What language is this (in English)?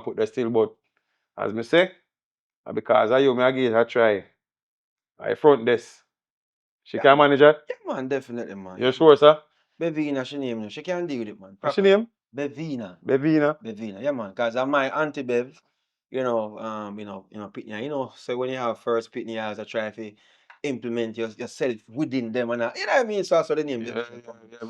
Jamaican Creole English